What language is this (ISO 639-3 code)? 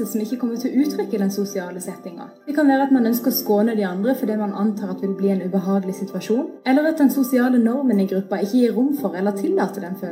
nor